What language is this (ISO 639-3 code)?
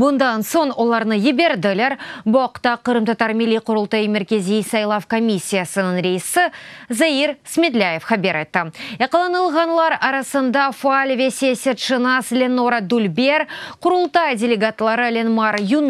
crh